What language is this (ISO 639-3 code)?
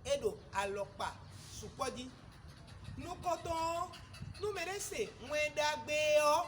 fon